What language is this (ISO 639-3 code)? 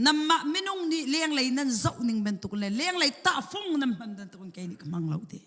cnh